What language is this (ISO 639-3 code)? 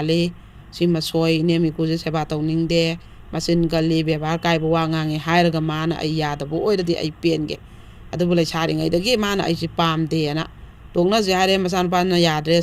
mni